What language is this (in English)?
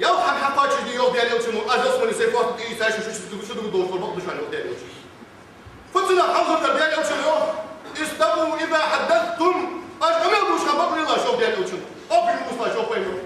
Ingush